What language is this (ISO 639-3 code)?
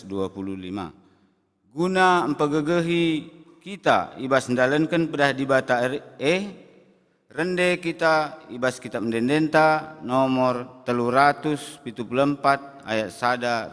btx